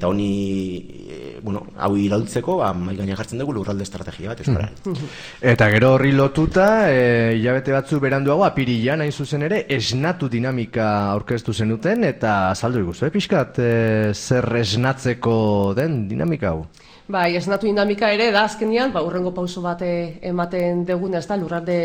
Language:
Basque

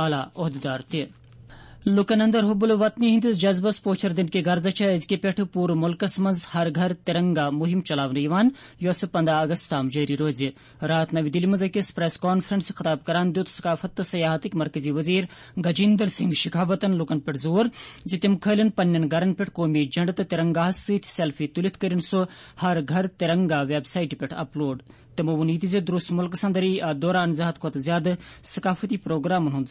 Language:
Kashmiri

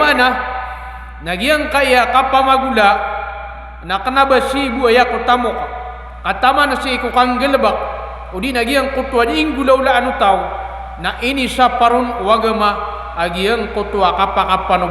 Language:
Maranao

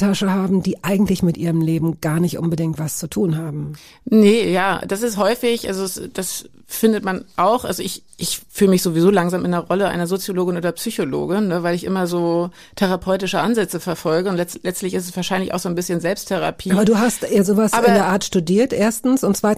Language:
German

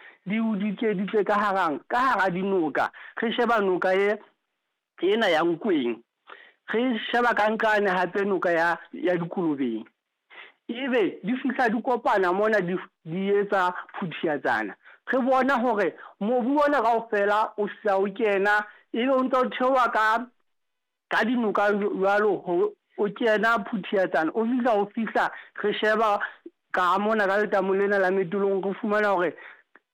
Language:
Southern Sotho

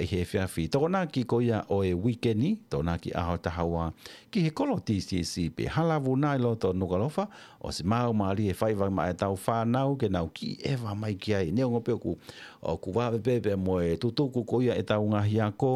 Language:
Tongan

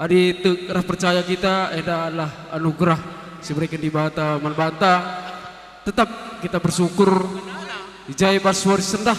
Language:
Batak Karo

